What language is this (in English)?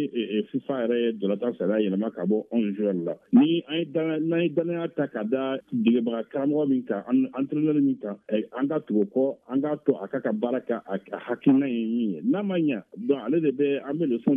Bambara